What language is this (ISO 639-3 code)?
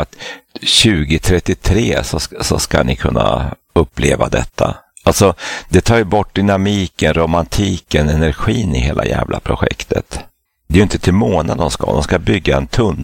swe